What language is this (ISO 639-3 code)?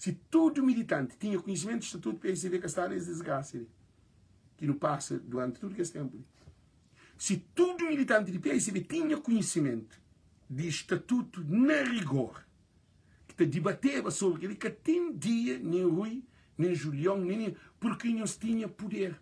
kea